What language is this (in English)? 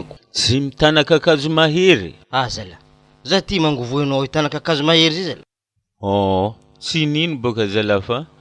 Malagasy